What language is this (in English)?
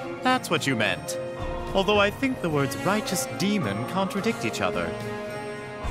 English